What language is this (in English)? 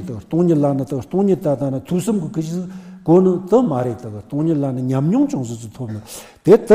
Tibetan